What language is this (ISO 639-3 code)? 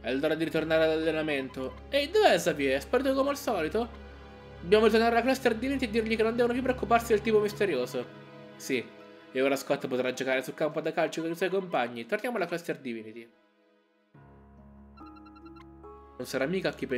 ita